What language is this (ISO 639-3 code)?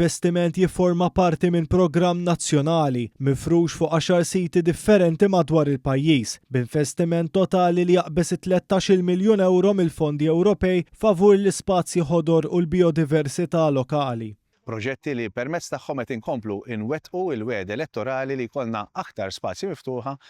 mlt